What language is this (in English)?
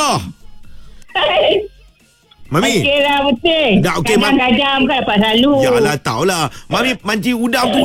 Malay